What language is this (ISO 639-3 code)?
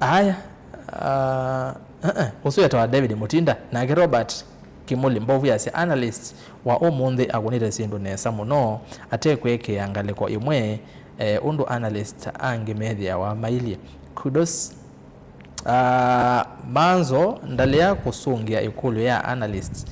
kam